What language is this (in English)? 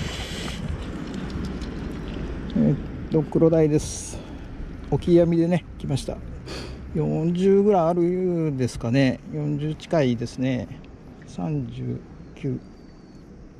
Japanese